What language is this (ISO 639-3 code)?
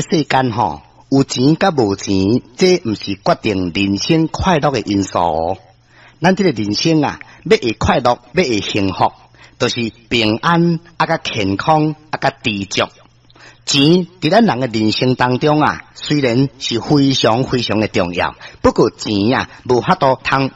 nan